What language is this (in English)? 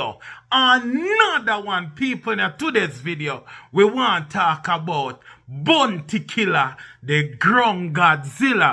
Jamaican Creole English